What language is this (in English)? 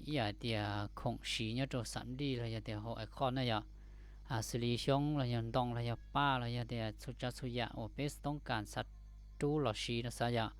Hmong